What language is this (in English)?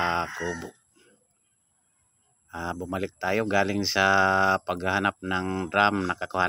Filipino